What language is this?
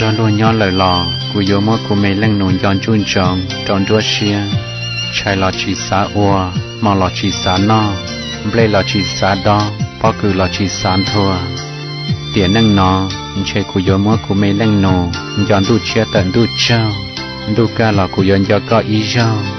Hmong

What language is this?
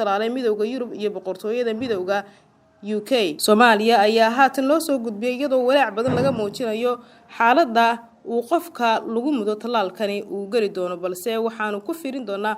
Somali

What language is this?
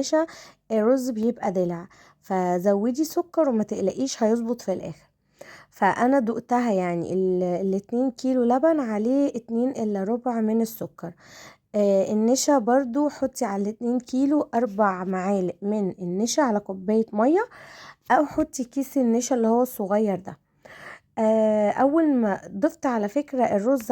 Egyptian Arabic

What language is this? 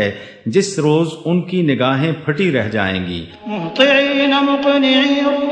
Urdu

